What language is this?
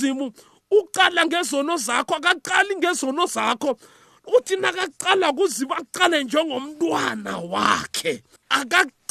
South Ndebele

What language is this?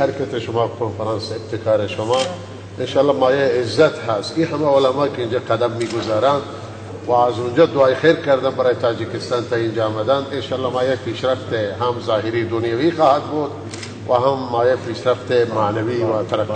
Tajik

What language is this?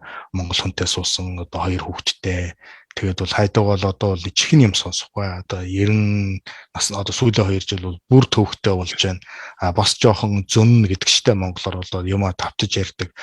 Mongolian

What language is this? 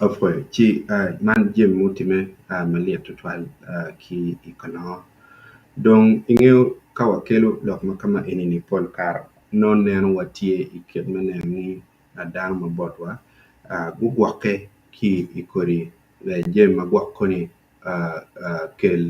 Acoli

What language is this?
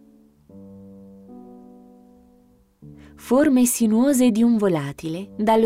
Italian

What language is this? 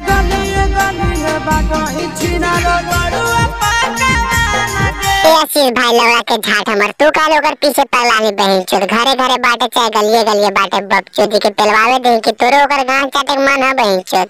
Magahi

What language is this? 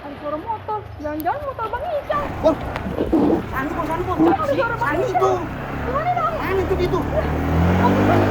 Betawi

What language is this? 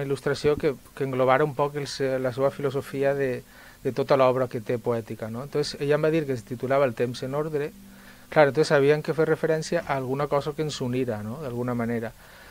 Catalan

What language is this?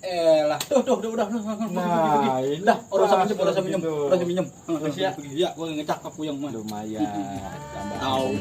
Betawi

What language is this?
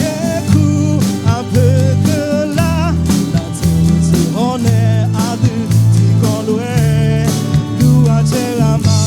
Akha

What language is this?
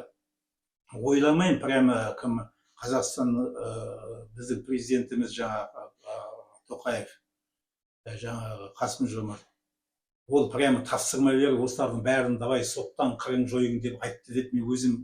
Kazakh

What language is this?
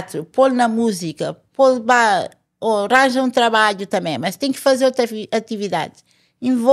Kabuverdianu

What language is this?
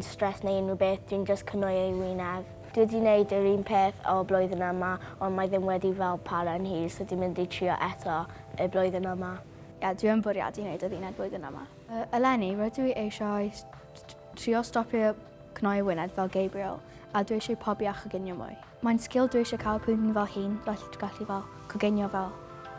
Welsh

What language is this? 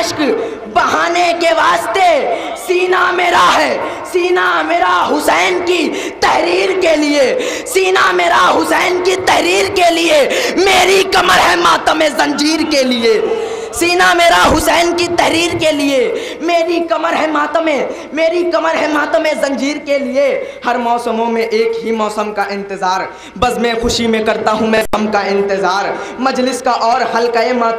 Urdu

